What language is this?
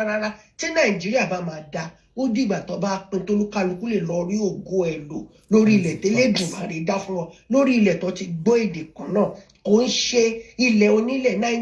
Yoruba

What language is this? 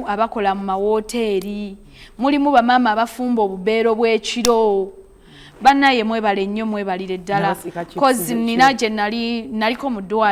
Ganda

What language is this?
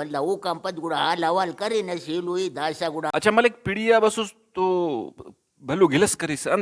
Brahui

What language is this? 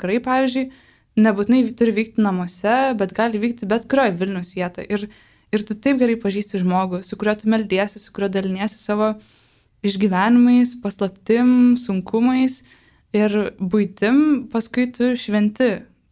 Lithuanian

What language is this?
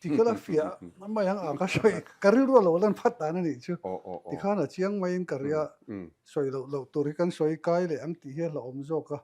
Mizo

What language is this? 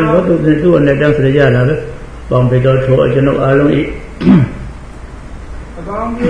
Burmese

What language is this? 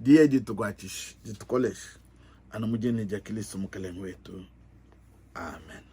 Luba-Lulua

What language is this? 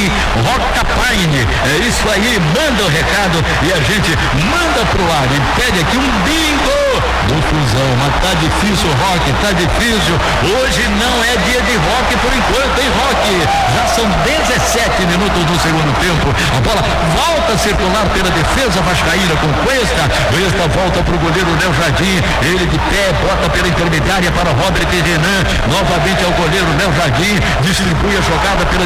Portuguese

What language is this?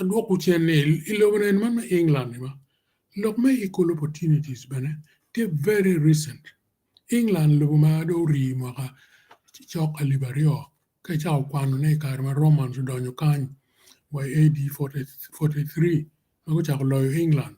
Acoli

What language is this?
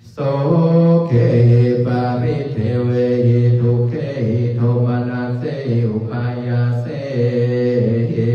Pali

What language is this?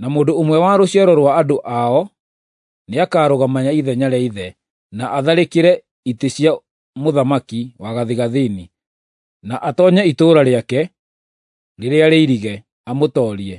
Kikuyu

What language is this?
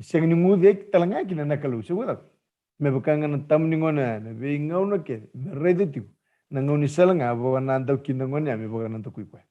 Fijian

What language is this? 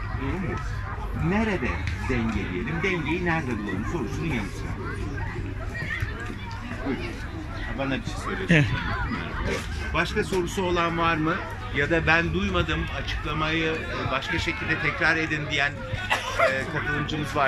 Turkish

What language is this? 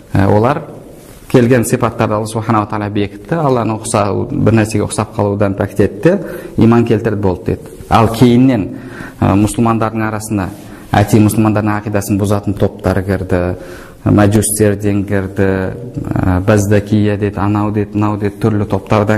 Kazakh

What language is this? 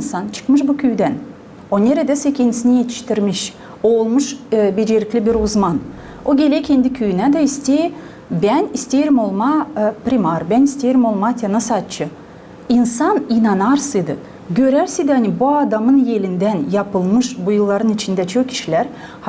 Gagauz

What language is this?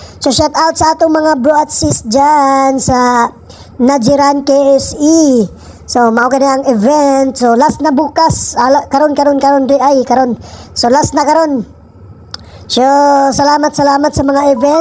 Cebuano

